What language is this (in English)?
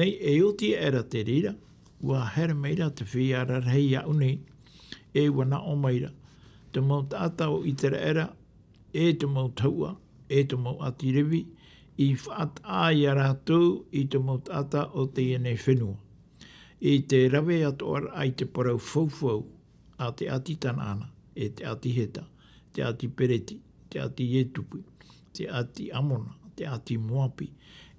Tahitian